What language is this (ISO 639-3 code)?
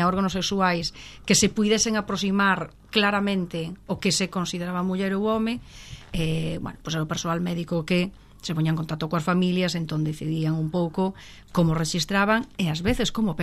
glg